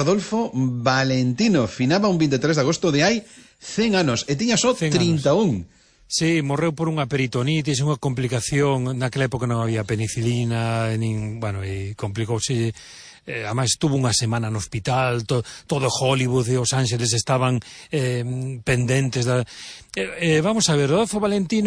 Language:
Galician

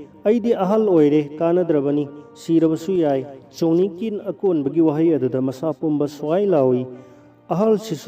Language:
Manipuri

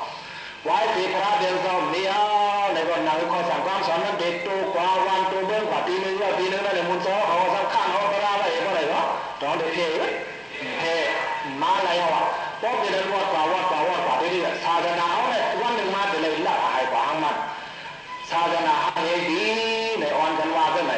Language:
Shan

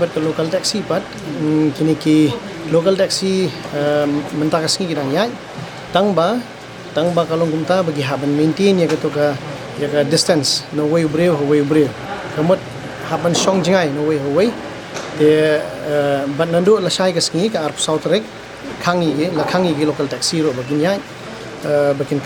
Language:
Khasi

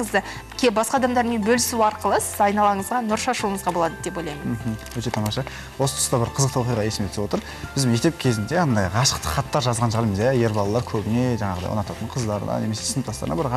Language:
Kazakh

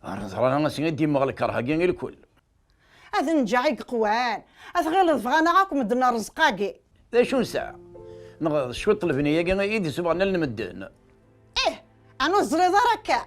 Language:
Kabyle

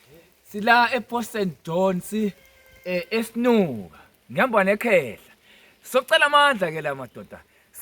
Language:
Zulu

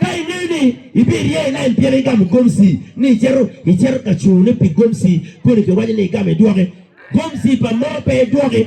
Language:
Acoli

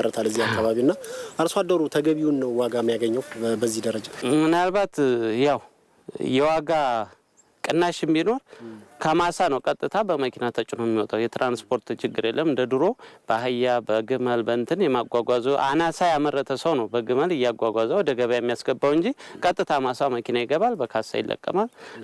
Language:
Amharic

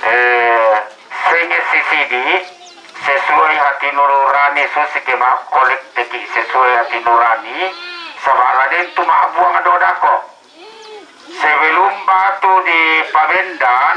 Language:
Toraja-Sa'dan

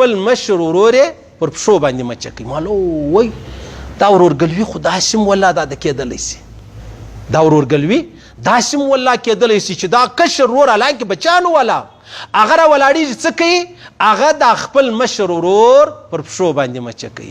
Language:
Pashto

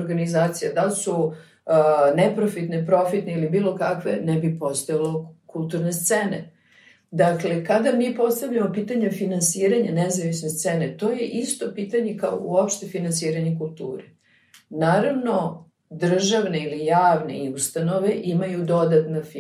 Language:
Serbian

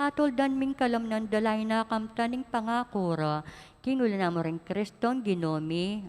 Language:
Pampanga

